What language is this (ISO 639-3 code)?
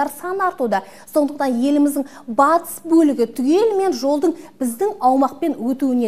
kaz